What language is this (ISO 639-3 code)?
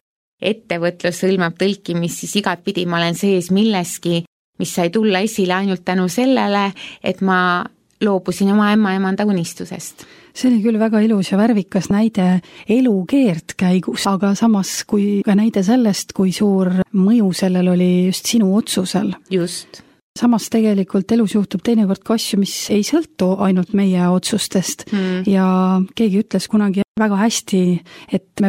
est